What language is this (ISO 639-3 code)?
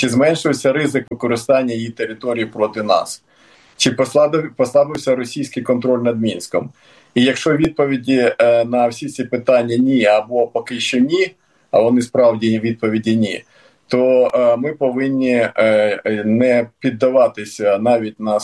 ukr